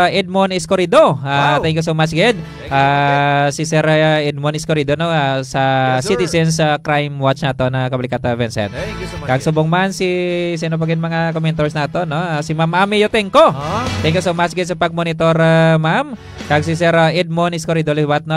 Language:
Hiligaynon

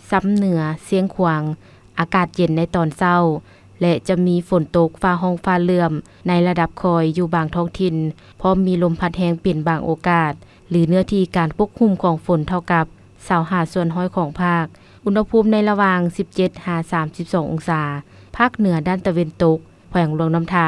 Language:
Lao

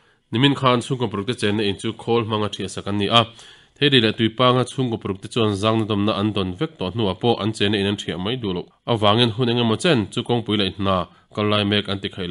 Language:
Mizo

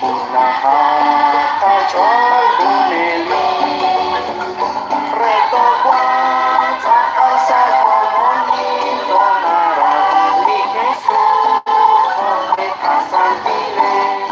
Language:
Kekchí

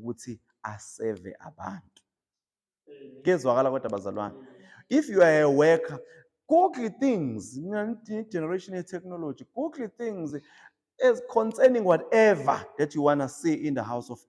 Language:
Zulu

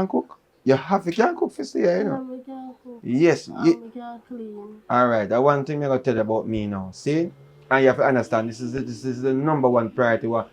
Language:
Jamaican Creole English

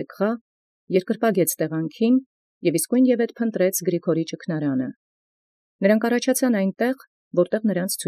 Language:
Armenian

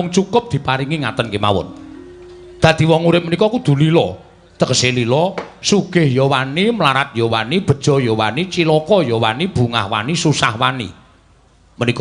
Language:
Javanese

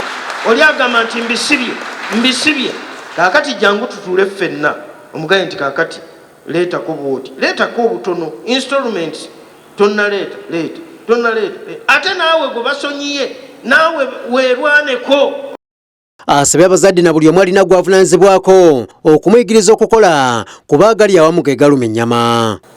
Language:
Ganda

